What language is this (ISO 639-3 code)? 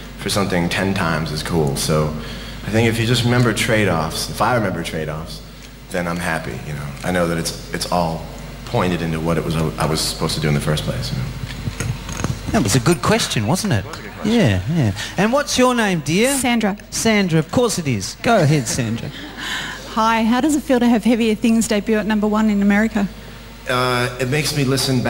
eng